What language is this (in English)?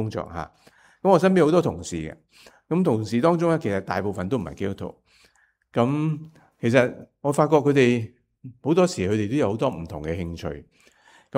Cantonese